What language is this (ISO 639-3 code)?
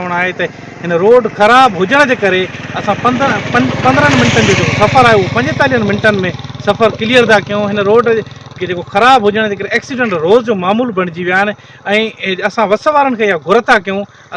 snd